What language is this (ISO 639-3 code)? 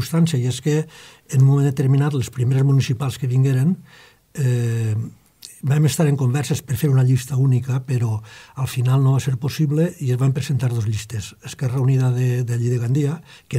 cat